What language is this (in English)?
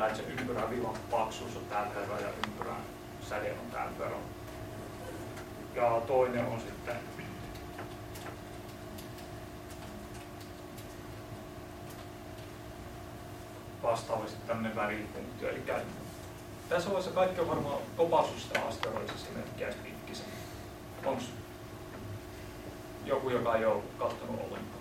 Finnish